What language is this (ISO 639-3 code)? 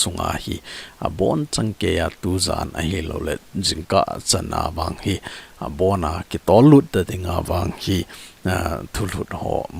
tcz